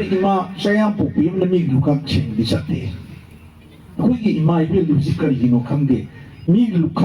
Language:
Manipuri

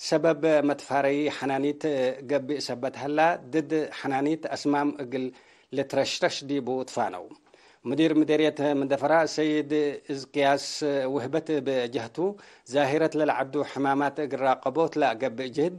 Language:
Tigre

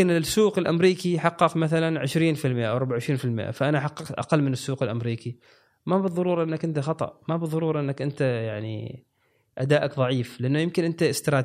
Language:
Gulf Arabic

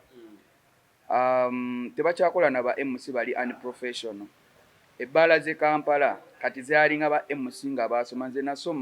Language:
Ganda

